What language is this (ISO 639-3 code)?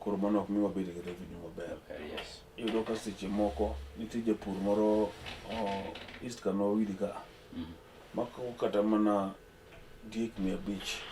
luo